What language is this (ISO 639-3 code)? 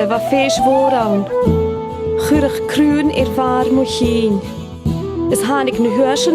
gla